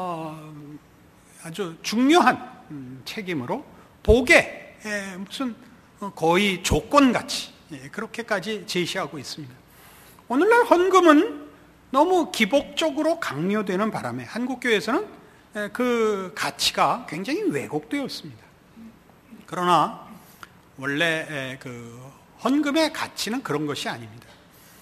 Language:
Korean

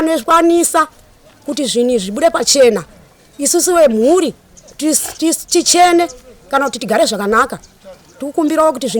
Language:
Shona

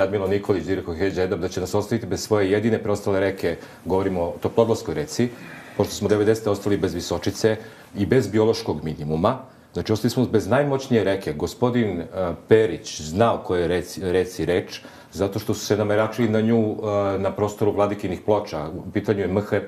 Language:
Serbian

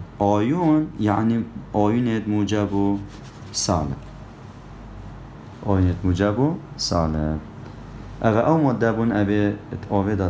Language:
Kurdish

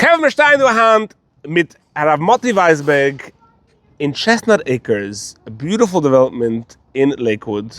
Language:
Yiddish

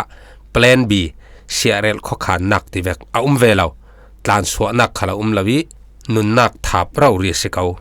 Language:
Falam Chin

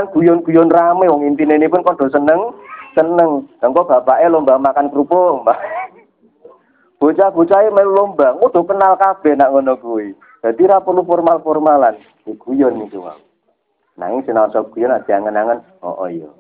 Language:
Javanese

